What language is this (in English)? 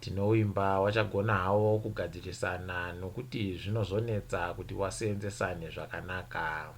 Ndau